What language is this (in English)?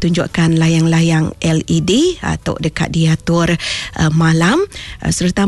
Iban